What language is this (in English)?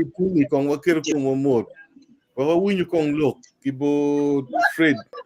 Acoli